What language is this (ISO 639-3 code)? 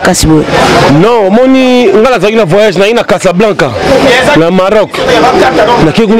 lin